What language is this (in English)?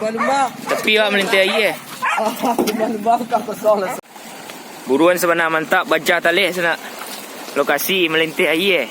Minangkabau